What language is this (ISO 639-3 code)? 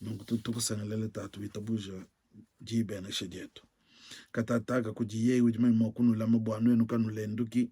lua